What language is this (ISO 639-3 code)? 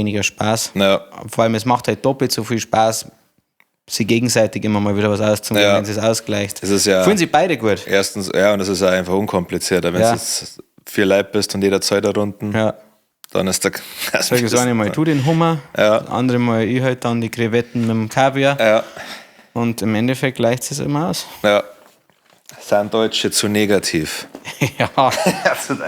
bar